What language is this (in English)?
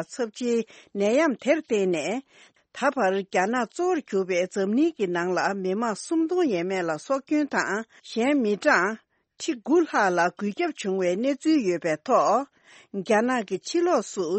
Tibetan